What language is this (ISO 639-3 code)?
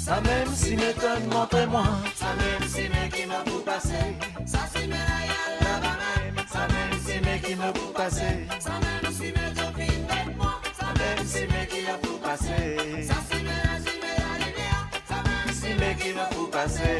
mfe